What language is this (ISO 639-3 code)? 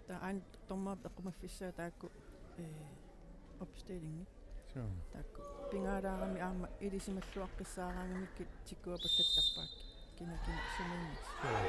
kal